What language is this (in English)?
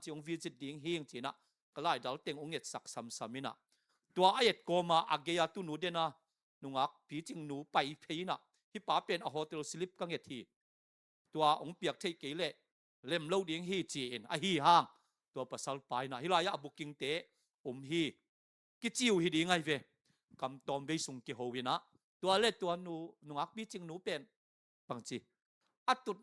Tedim Chin